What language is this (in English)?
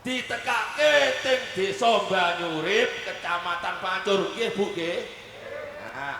Javanese